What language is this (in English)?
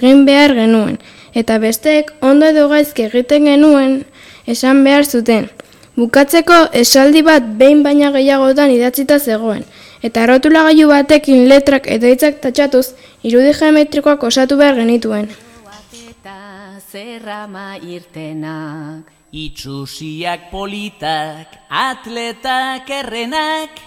Basque